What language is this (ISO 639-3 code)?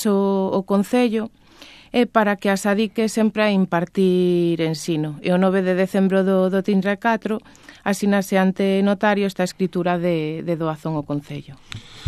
glg